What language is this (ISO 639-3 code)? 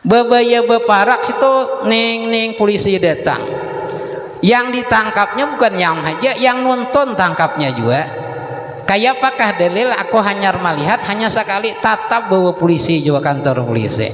bjn